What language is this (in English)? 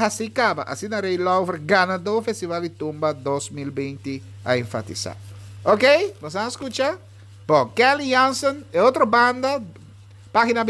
Papiamento